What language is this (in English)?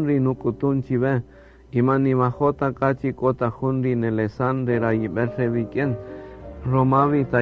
Kaqchikel